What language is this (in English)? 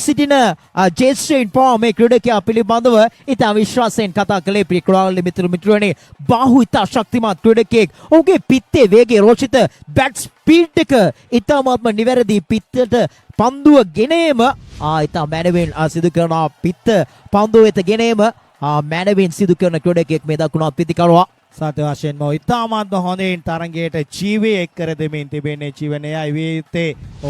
Sinhala